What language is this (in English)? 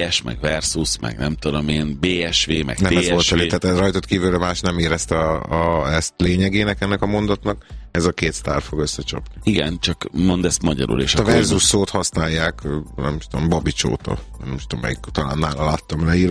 Hungarian